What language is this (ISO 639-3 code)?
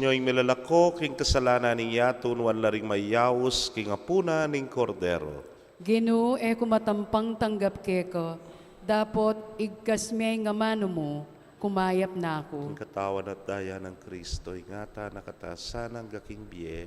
pam